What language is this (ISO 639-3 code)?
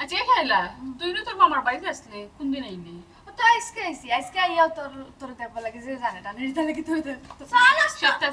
syl